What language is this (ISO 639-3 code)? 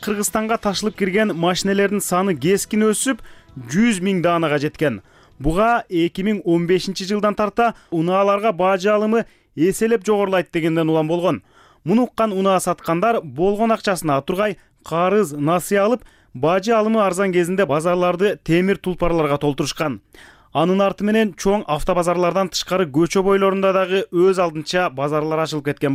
kir